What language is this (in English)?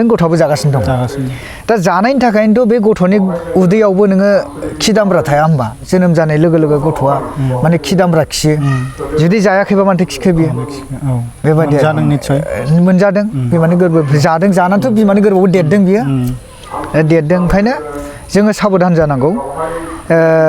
Bodo